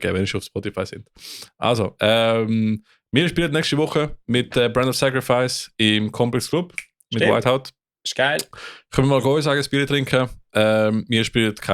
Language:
Swiss German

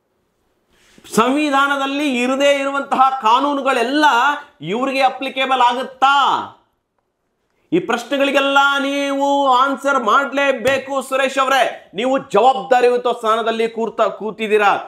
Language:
Kannada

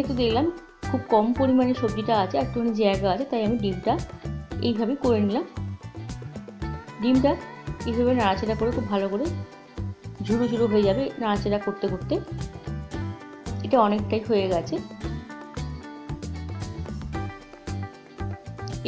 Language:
Bangla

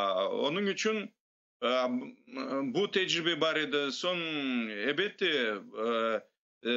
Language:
Crimean Tatar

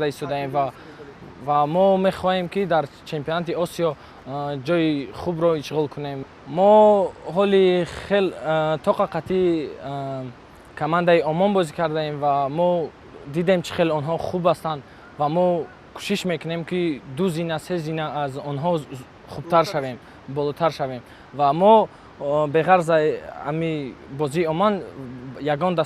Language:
Tajik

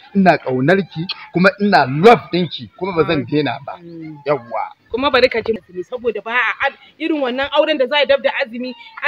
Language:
Hausa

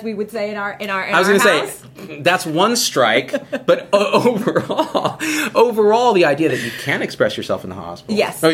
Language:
English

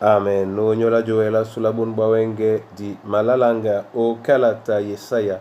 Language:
Duala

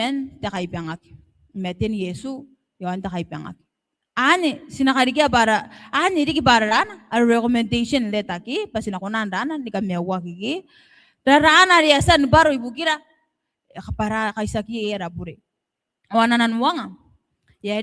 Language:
Gilbertese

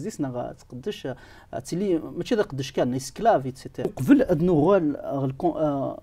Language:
Kabyle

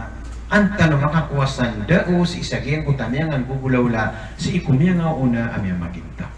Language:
Maranao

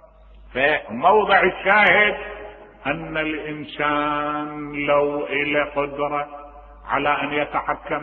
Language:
Mesopotamian Arabic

